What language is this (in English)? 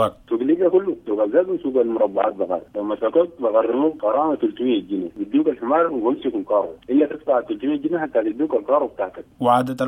Sudanese Arabic